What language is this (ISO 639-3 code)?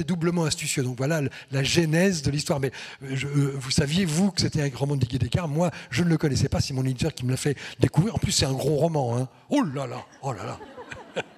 fra